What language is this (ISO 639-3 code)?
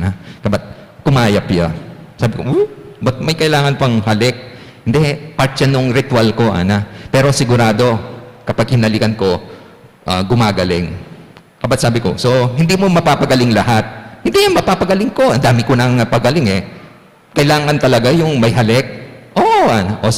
pam